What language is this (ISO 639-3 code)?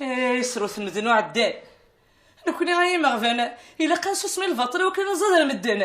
kab